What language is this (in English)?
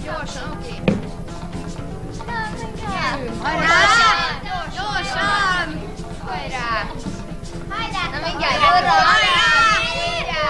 Hungarian